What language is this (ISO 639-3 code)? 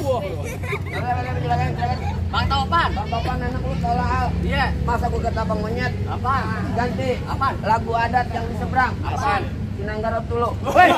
bew